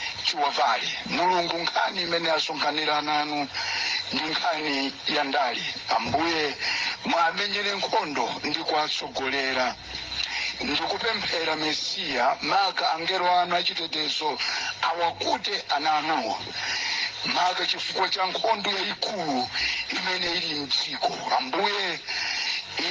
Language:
Nyanja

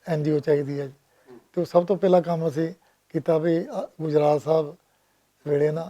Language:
Western Panjabi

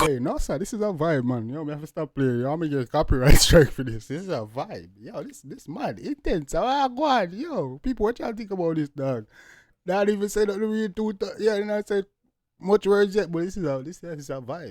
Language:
Jamaican Creole English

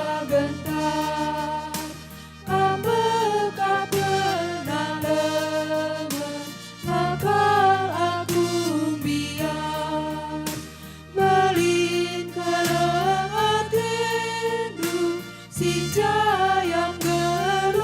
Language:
Batak Karo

